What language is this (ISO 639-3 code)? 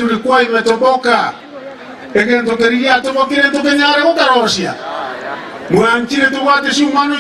guz